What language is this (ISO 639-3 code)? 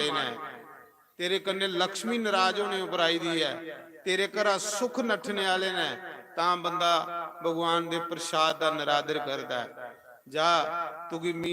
doi